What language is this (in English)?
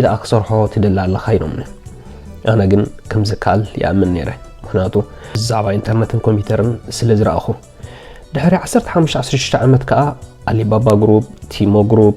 Tigrinya